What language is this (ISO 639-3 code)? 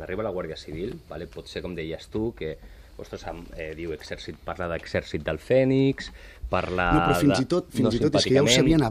cat